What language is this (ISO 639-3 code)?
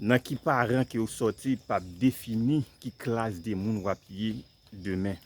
hat